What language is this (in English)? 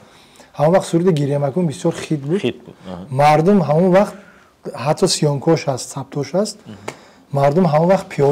Tajik